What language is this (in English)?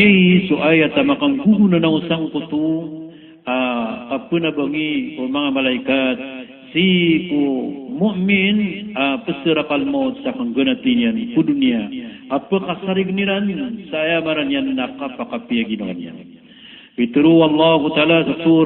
Maranao